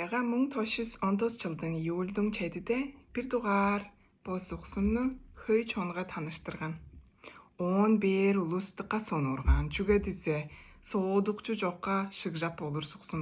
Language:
Tuvinian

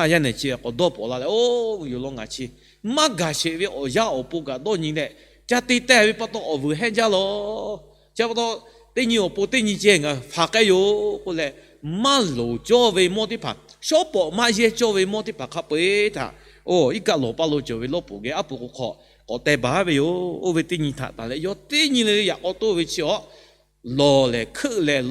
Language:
Lahu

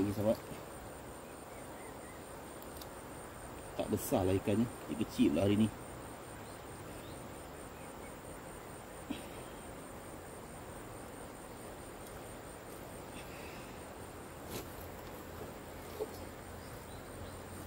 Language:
Malay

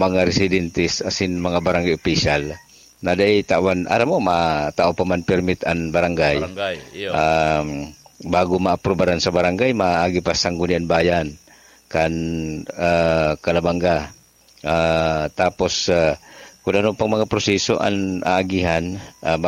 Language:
Bikol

